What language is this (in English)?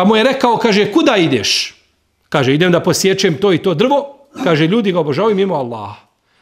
Bosnian